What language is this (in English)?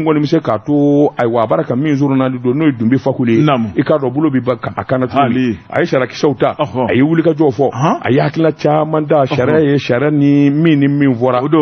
Bambara